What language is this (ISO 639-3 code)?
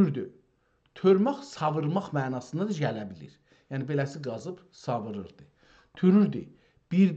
azb